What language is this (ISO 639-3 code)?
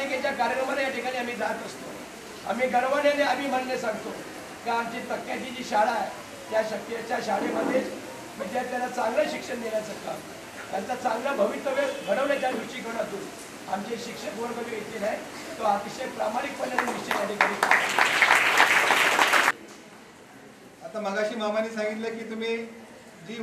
mar